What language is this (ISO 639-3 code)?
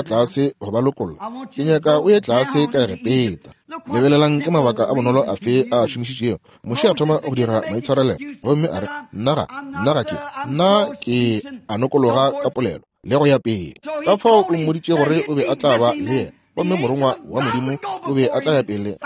nso